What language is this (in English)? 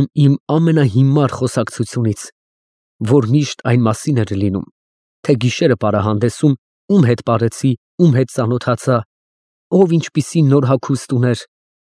Armenian